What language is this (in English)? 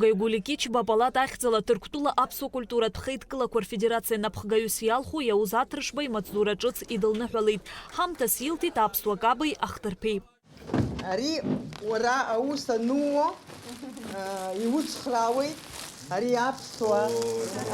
Abkhazian